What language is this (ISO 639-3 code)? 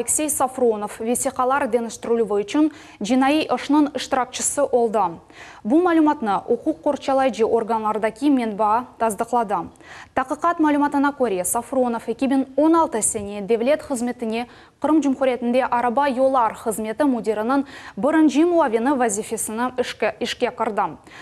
crh